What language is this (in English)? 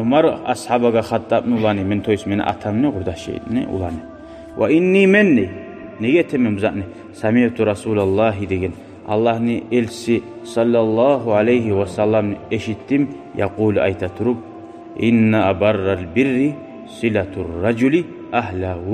Kumyk